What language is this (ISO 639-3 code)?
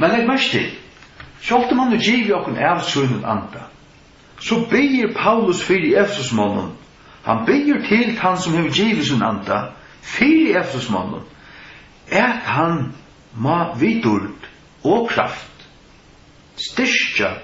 fao